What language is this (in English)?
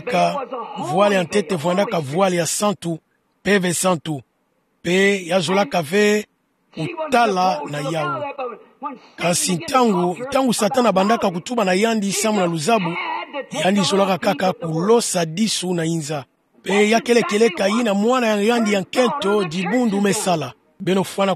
Kituba (Democratic Republic of Congo)